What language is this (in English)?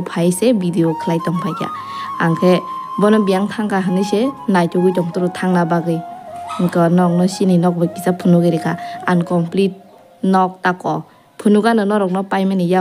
Kok Borok